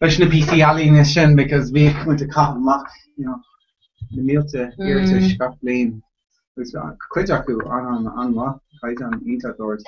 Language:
Irish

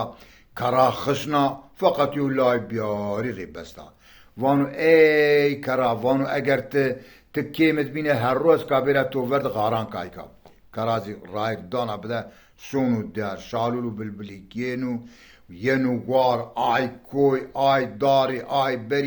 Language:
Zaza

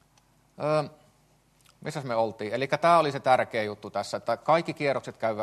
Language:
Finnish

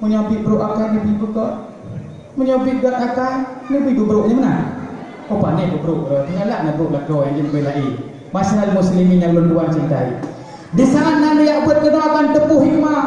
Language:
Achinese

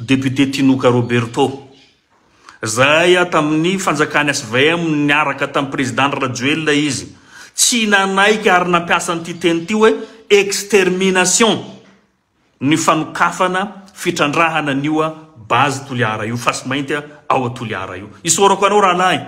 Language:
Malagasy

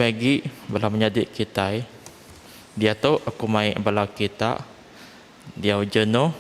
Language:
Iban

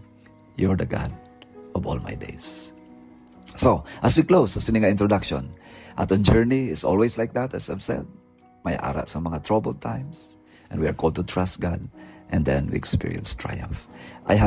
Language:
Hiligaynon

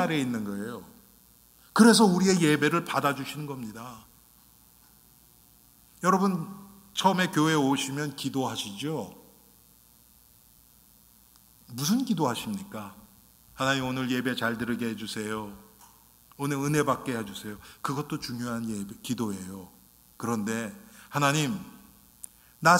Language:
Korean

